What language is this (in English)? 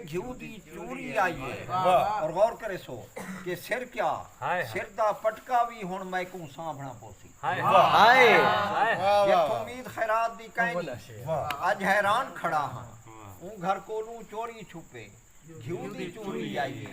Saraiki